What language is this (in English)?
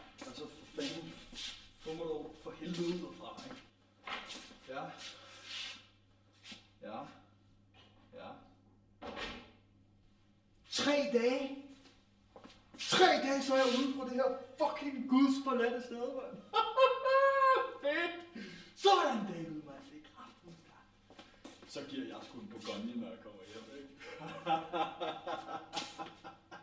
Danish